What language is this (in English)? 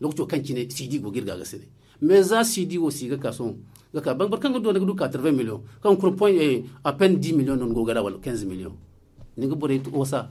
Zarma